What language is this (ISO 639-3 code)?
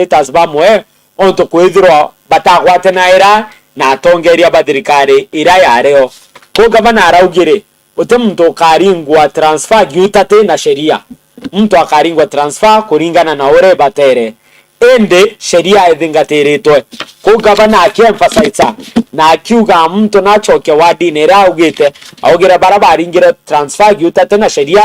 mer